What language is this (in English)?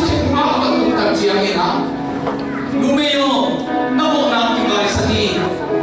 Tedim Chin